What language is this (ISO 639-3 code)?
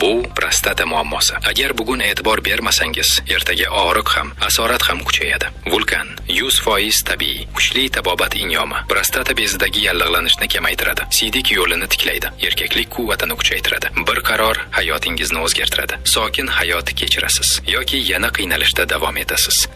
uzb